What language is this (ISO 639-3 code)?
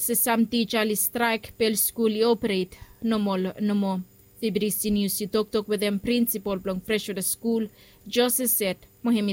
bis